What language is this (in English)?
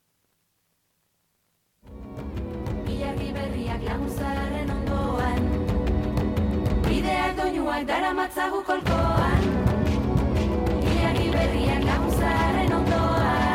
Basque